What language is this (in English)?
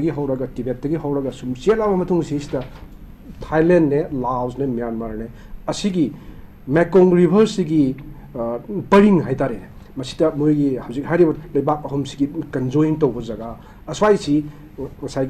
Manipuri